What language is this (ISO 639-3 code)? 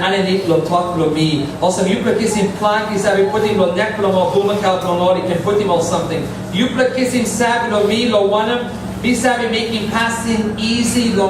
tpi